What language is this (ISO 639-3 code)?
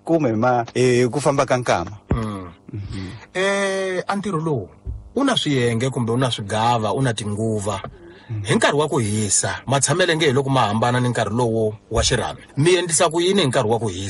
tso